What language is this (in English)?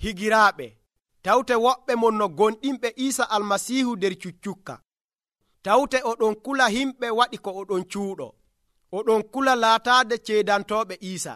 Nigerian Fulfulde